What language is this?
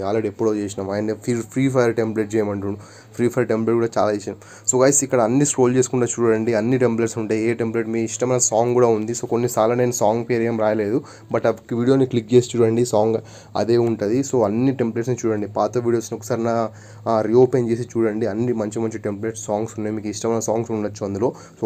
Telugu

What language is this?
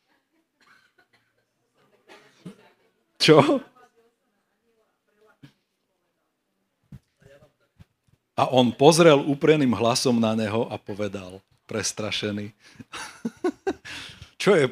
Slovak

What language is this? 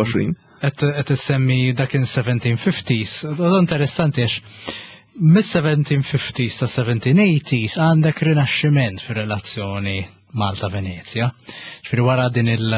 Maltese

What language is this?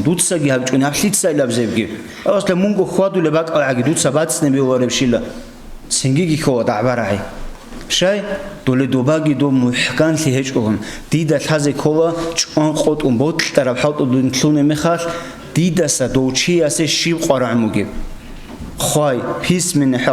Avaric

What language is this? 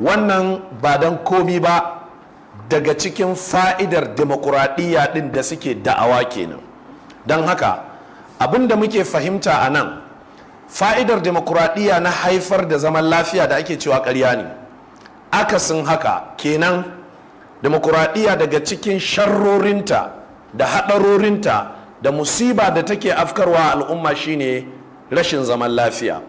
Hausa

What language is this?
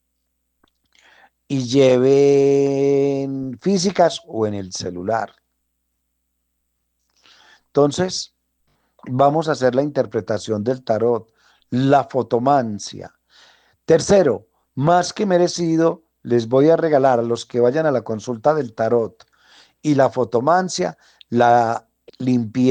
Spanish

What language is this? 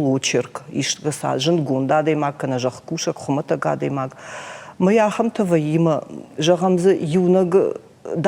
Ossetic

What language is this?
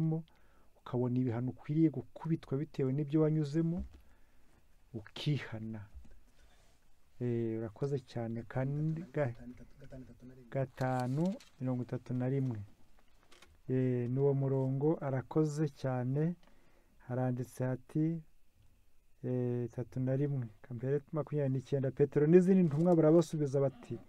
Kinyarwanda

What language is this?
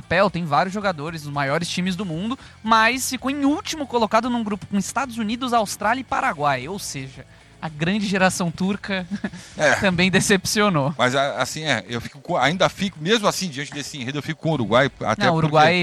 Portuguese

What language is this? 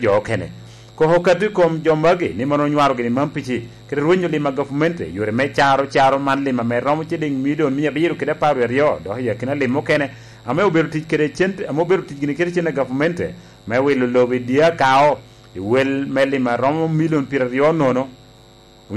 Lango (Uganda)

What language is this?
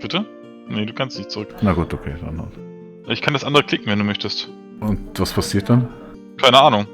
Swiss German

